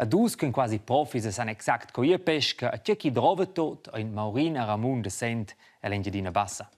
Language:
Romansh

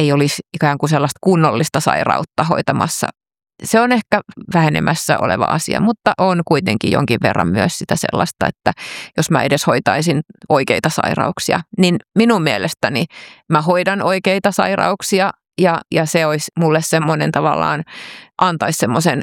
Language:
Finnish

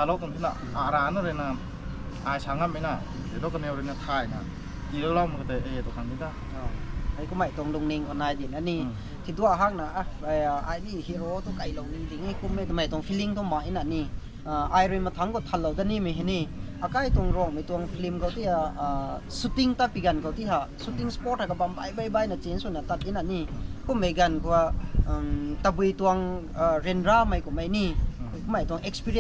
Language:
Rongmei Naga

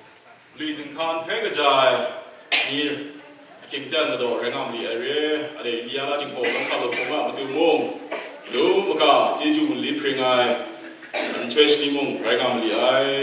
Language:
Kachin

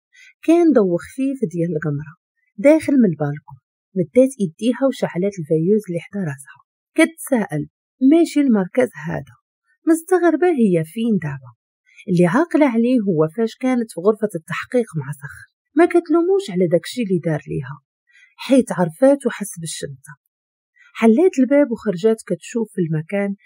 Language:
Moroccan Arabic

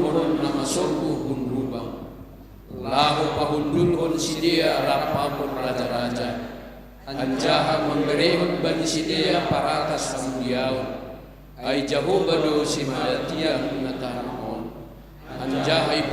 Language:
Batak Simalungun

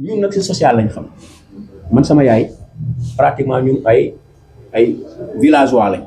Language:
Wolof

